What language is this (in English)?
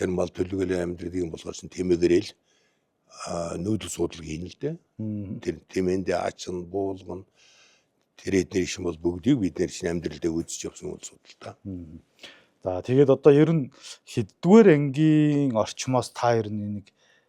Mongolian